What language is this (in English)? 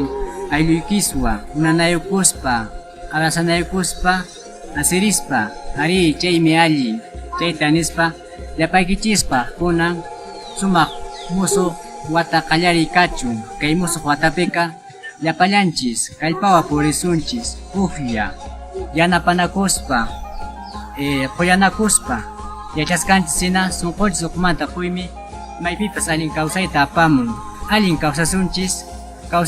Quechua